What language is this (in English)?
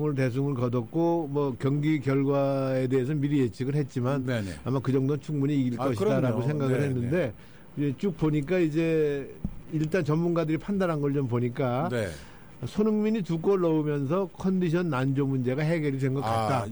Korean